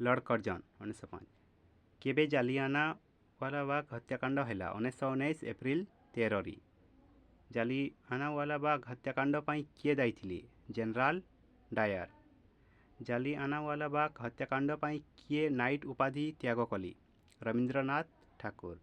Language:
Odia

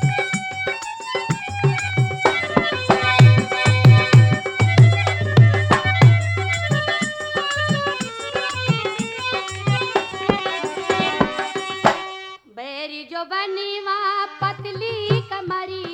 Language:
Bhojpuri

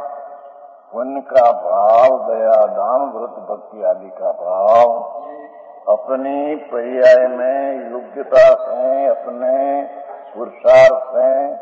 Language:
Hindi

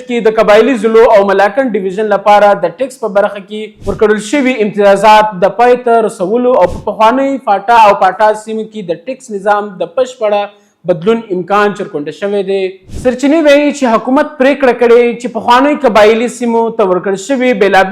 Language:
Pashto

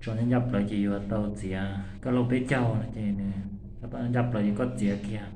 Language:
Hmong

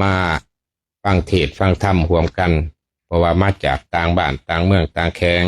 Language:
Lao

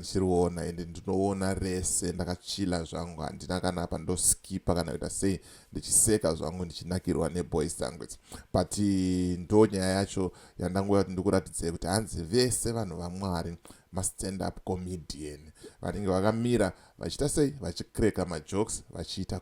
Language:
Shona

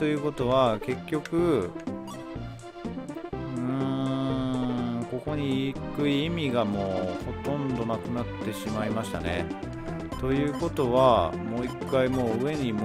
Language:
Japanese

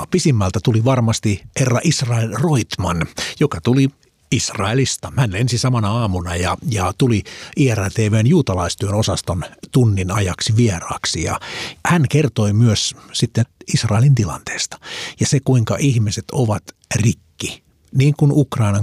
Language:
Finnish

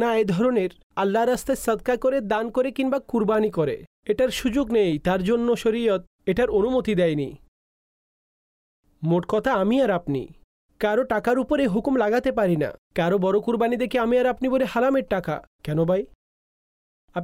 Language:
Bangla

